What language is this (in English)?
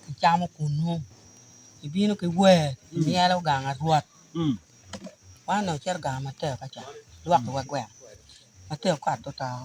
Acoli